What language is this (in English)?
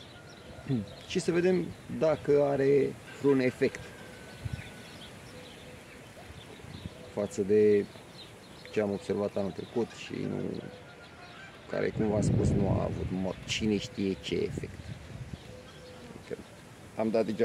Romanian